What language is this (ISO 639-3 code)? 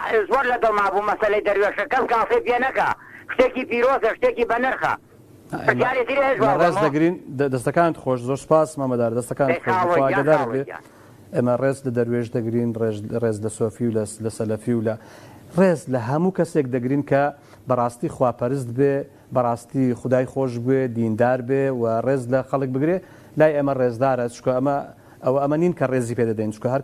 ckb